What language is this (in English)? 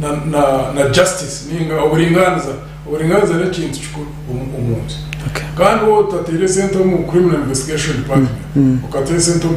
Nyankole